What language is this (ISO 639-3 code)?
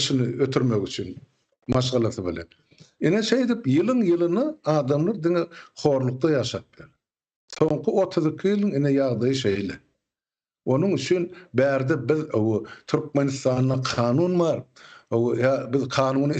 tuk